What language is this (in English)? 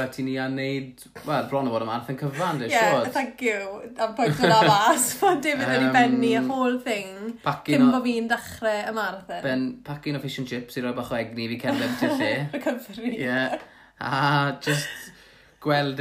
Welsh